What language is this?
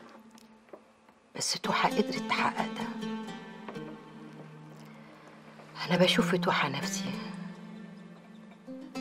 Egyptian Arabic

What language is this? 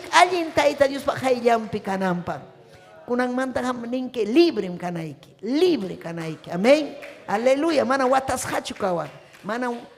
Ayacucho Quechua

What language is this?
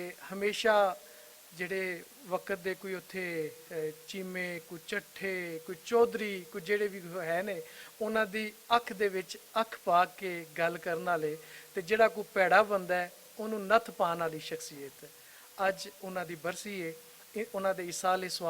Western Panjabi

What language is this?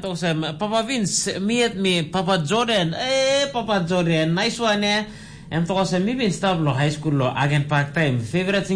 Tok Pisin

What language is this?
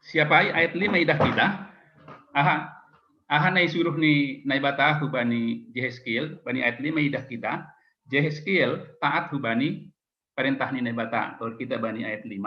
Batak Simalungun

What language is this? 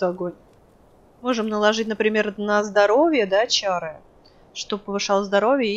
Russian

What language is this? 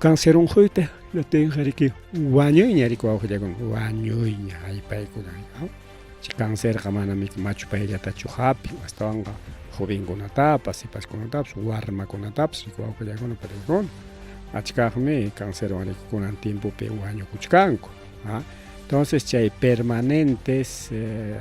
Ayacucho Quechua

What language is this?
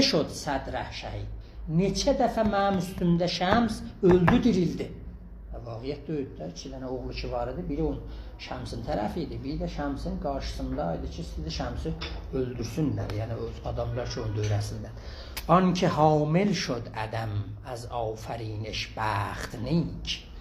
South Azerbaijani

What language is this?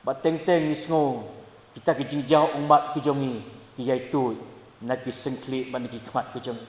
Khasi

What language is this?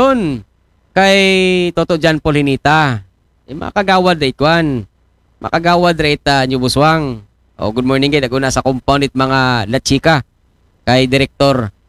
Aklanon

